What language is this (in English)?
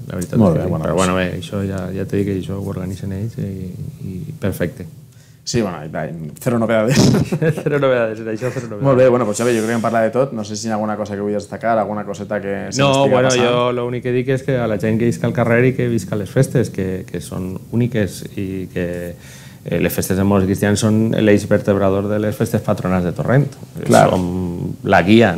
Catalan